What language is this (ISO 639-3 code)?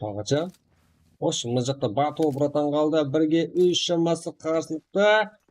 kaa